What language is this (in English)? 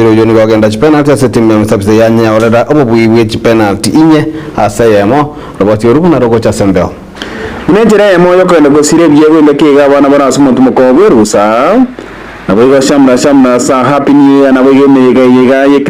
Gusii